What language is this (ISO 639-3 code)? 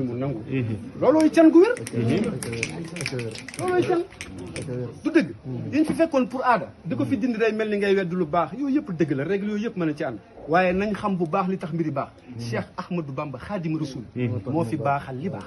wol